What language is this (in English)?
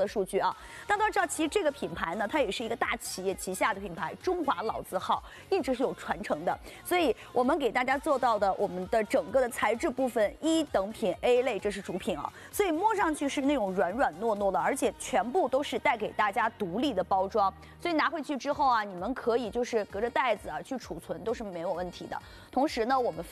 Chinese